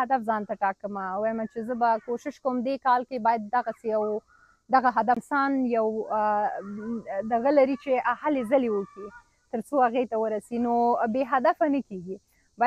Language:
Pashto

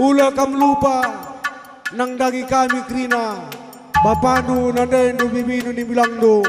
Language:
Batak Karo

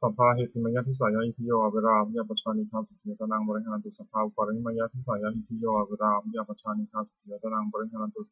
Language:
Pali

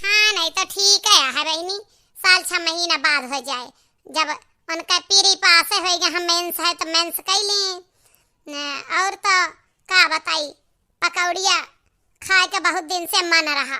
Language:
Awadhi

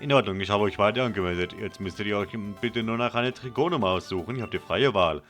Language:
Swiss German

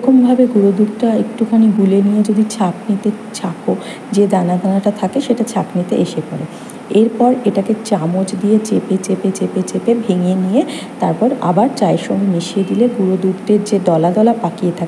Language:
Bangla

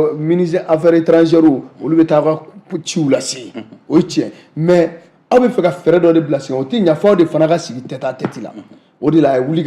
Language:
Bambara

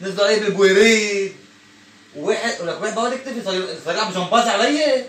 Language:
North Levantine Arabic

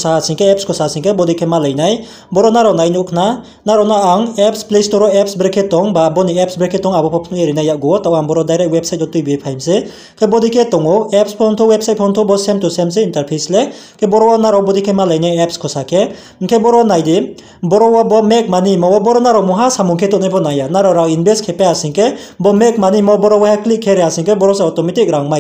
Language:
Riang (India)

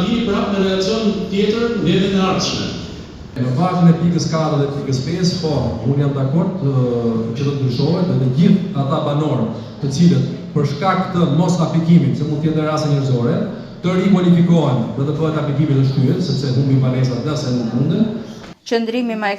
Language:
Albanian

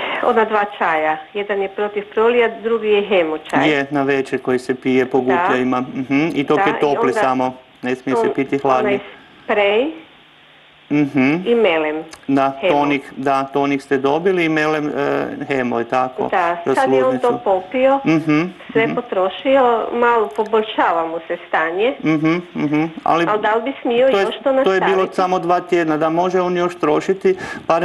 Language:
Croatian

